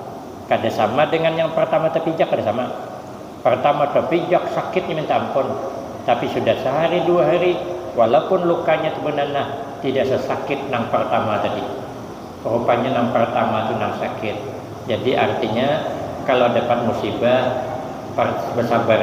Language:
Banjar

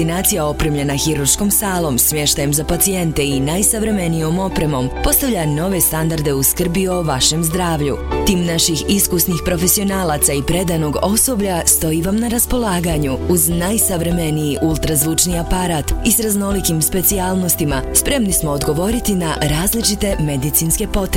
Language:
Bosnian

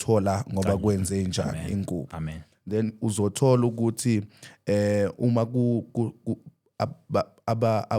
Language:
Zulu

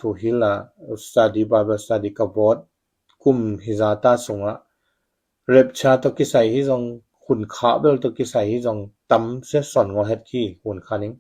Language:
Tedim Chin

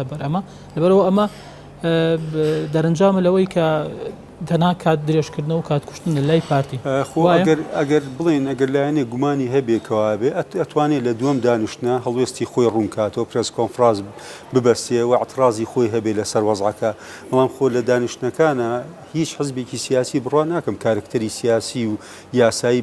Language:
Central Kurdish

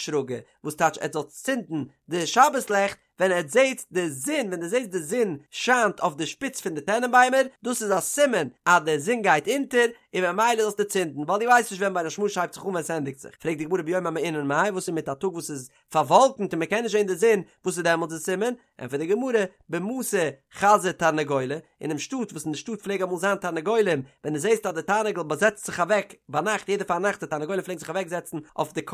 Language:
Yiddish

